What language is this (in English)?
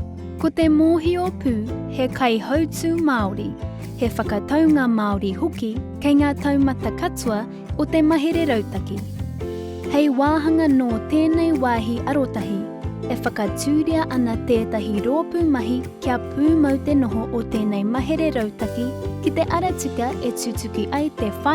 Māori